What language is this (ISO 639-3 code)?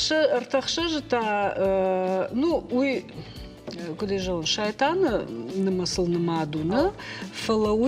oss